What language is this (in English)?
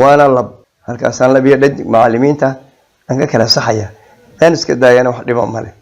Somali